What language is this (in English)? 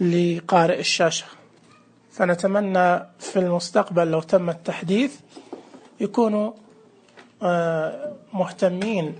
Najdi Arabic